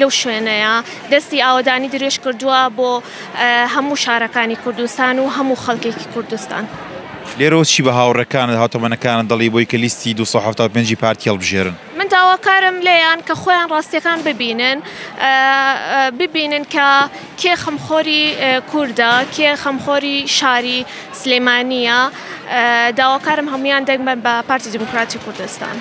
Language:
Central Kurdish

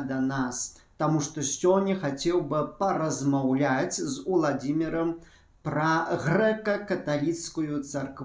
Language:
Belarusian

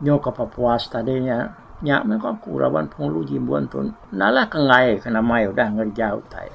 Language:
Iban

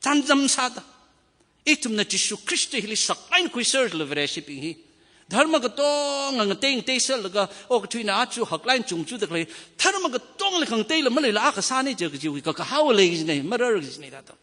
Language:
Tangkhul Naga (India)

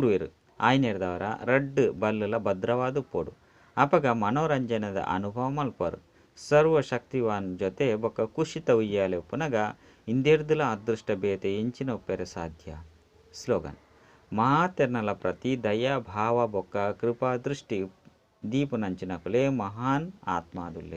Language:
Tulu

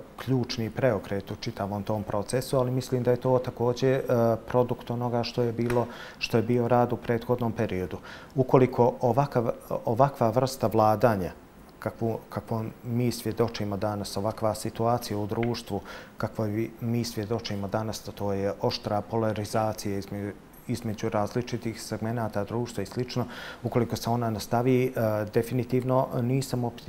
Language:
Bosnian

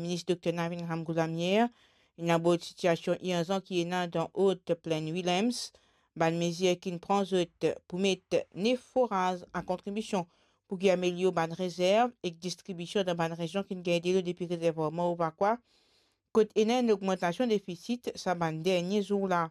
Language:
Morisyen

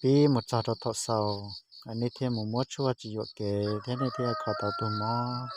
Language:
Hmong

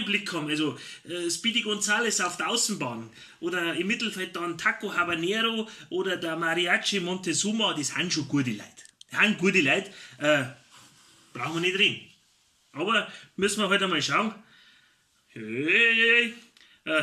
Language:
Bavarian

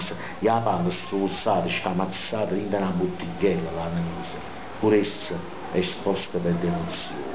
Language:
Neapolitan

